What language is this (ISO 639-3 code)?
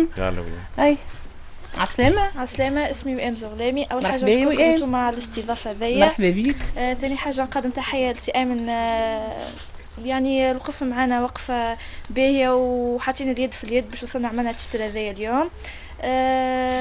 aeb